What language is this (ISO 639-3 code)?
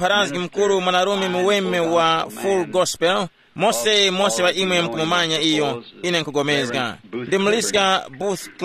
tum